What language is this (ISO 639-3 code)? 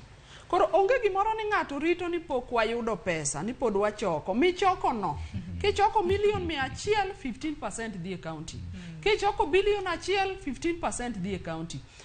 luo